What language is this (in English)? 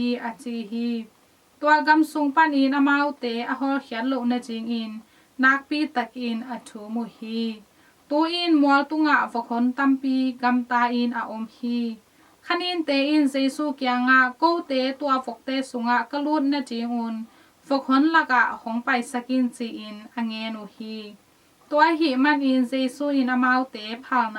Tedim Chin